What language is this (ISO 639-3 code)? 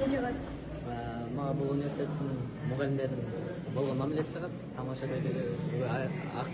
kir